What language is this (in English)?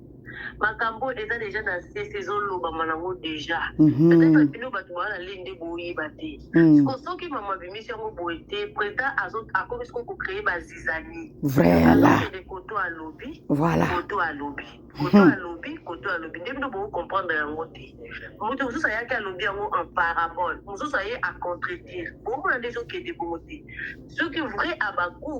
Lingala